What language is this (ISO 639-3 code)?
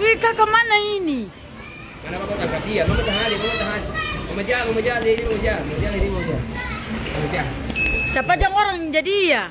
abs